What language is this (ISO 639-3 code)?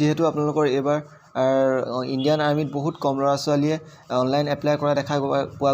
asm